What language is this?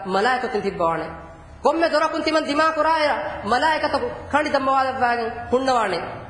Divehi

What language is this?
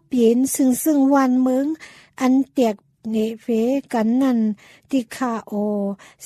Thai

